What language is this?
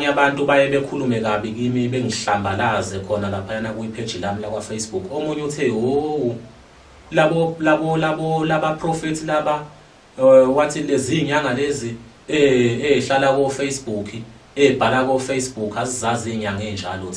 Zulu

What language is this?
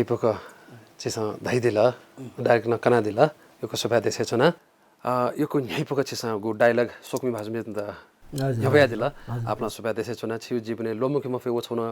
Newari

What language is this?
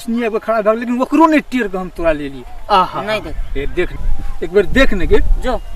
Maithili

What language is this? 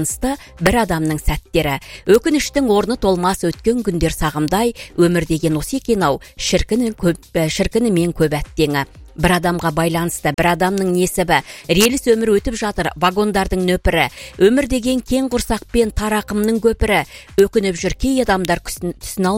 Kazakh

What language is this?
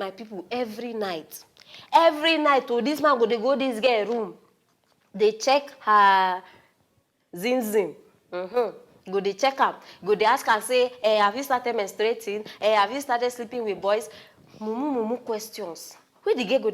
Nigerian Pidgin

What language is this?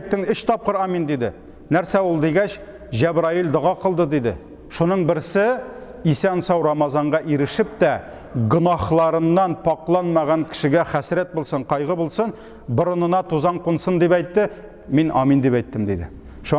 Tatar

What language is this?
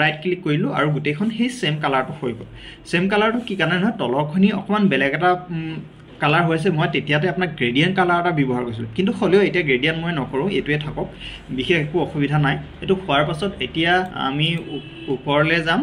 Assamese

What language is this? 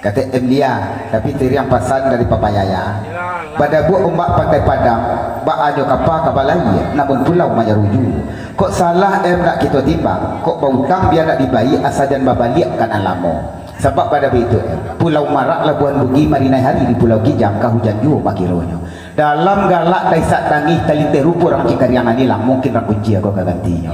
Minangkabau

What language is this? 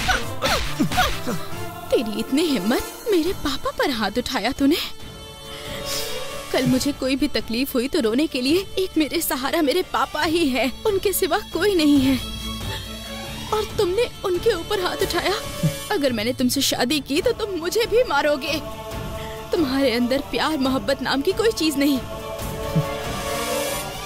Hindi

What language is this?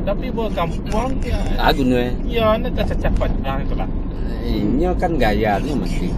Minangkabau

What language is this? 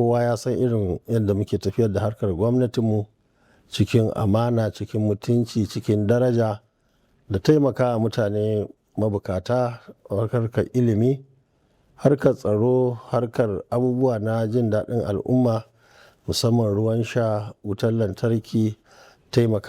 Hausa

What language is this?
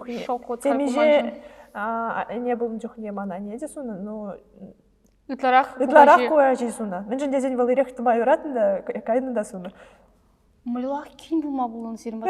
Chuvash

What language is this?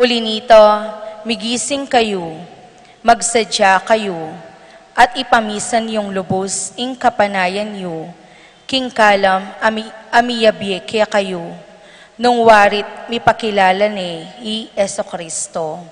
Pampanga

